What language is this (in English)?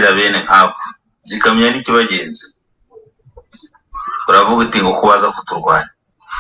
Kinyarwanda